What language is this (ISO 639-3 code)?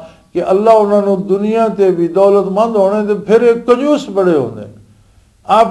lah